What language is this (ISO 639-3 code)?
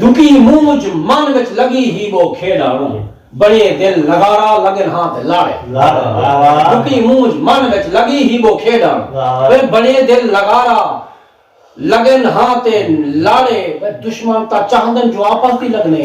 skr